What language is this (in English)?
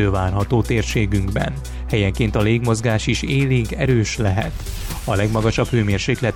Hungarian